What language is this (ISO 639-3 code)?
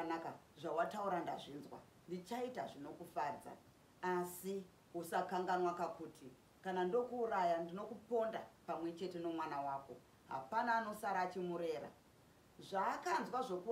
sna